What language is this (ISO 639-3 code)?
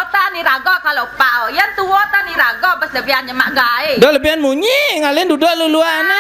ban